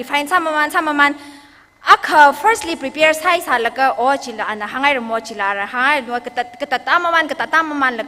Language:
Tangkhul Naga (India)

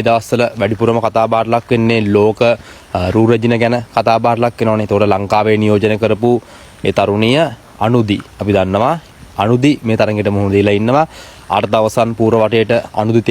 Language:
Sinhala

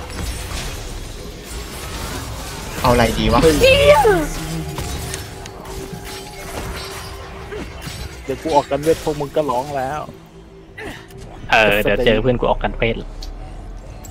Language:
Thai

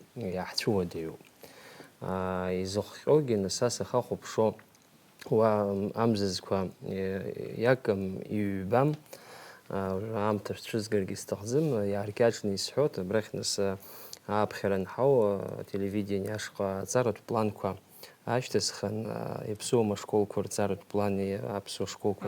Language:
Abkhazian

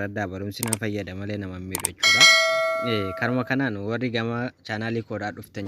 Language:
Oromo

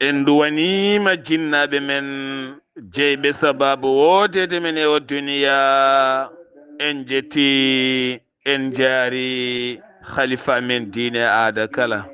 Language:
Fula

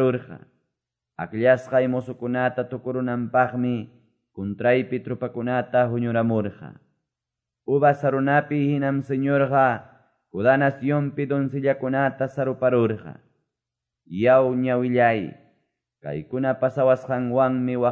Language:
Quechua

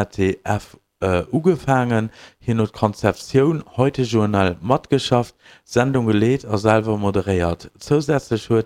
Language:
Luxembourgish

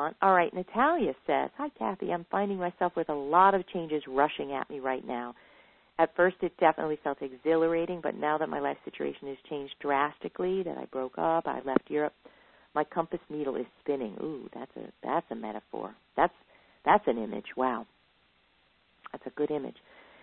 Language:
English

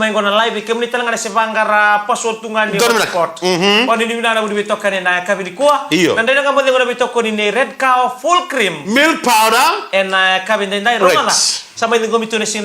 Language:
Fijian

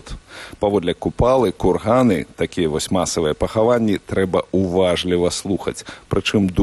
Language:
Belarusian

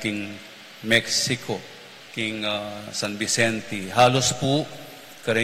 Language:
Pampanga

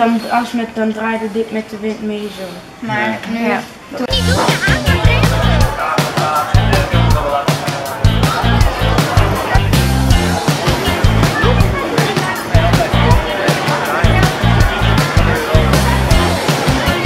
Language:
Dutch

